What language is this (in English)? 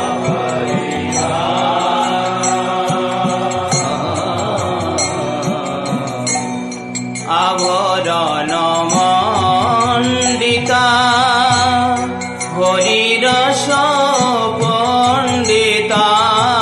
Bangla